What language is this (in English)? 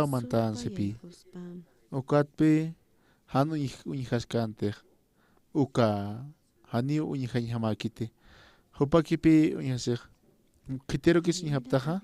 Aymara